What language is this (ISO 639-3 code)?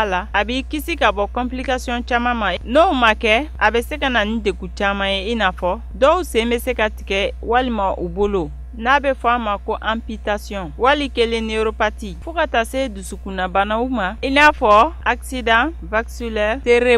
bam